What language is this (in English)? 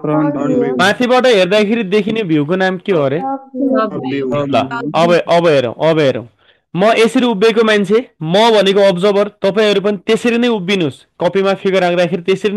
Nepali